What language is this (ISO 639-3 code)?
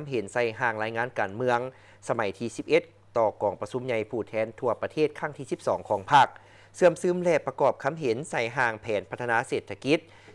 lao